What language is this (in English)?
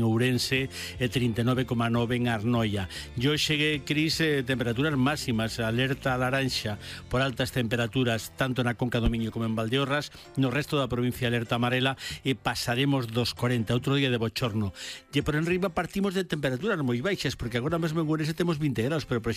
Galician